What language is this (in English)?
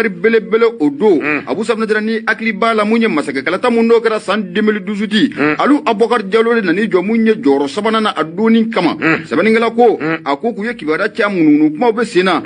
Bambara